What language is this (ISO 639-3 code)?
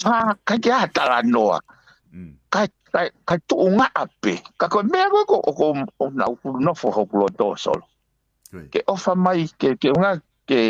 ton